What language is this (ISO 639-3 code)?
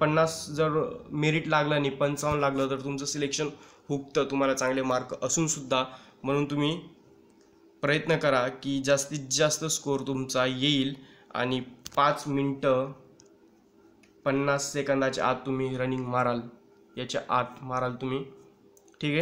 mar